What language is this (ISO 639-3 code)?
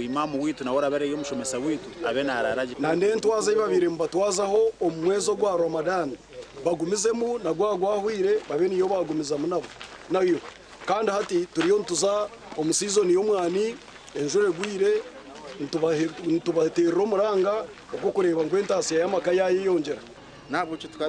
nyn